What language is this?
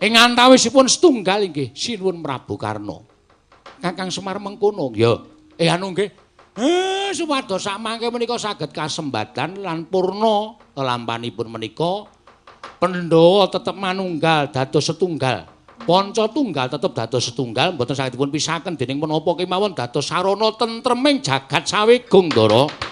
Javanese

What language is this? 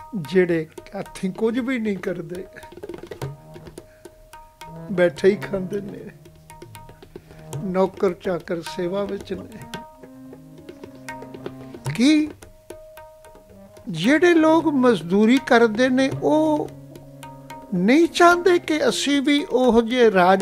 Punjabi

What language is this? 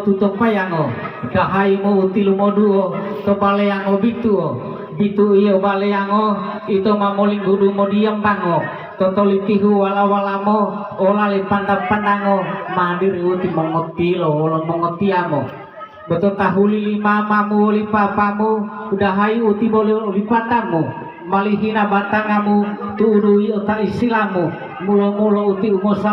Gorontalo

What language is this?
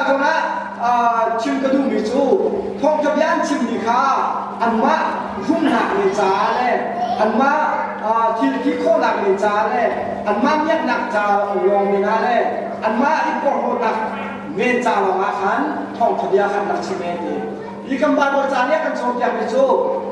Hakha Chin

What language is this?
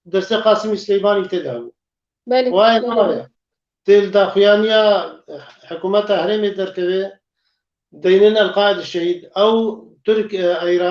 Kurdish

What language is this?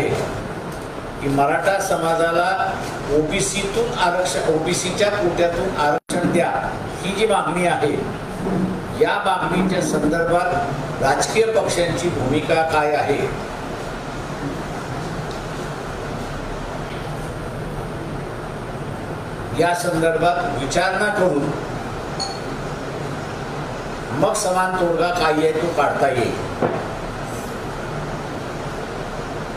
Marathi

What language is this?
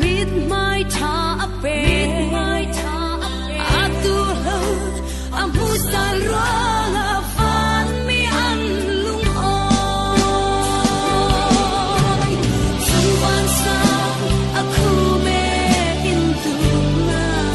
Falam Chin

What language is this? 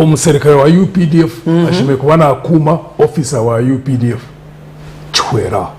Nyankole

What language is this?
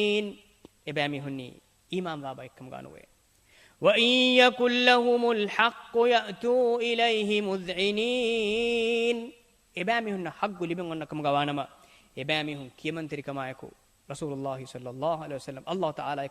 Divehi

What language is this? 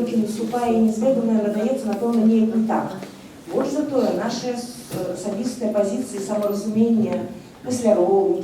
Belarusian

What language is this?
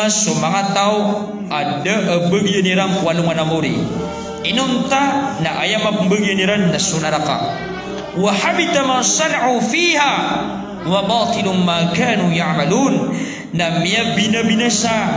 Maranao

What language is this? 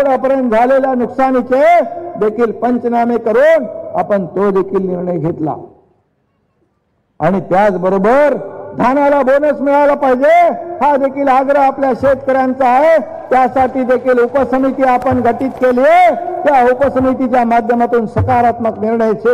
Marathi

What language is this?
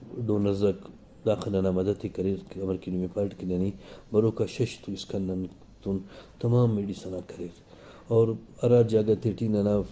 Brahui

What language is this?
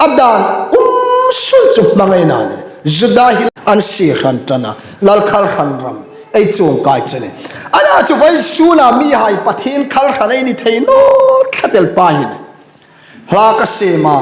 Hmar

